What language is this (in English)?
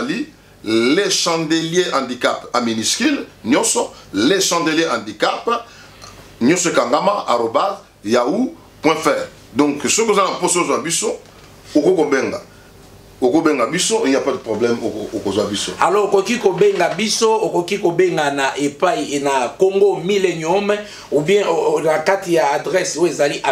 Lingala